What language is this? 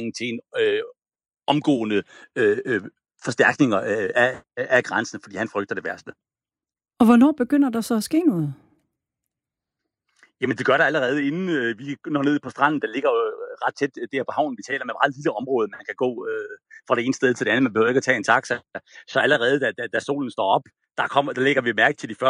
Danish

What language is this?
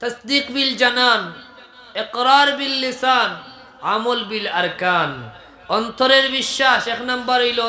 Sylheti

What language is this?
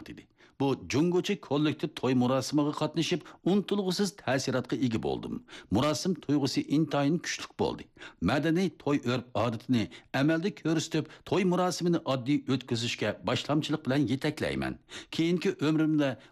Uyghur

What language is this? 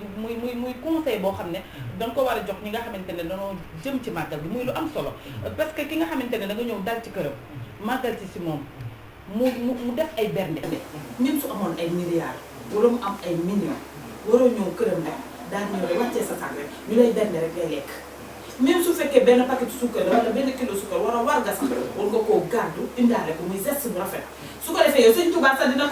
Wolof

